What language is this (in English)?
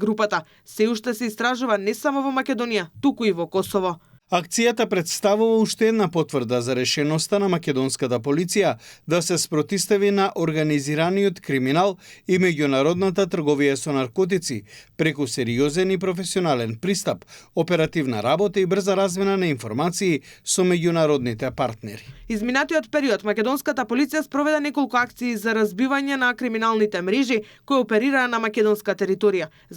Macedonian